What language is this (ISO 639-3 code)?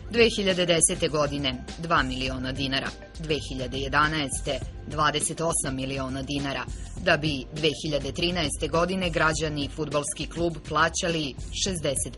srp